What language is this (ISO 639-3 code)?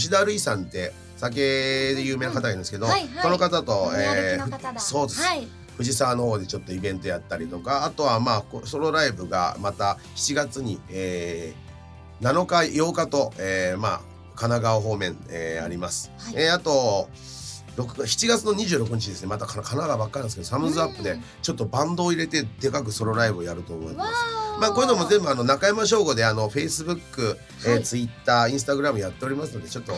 jpn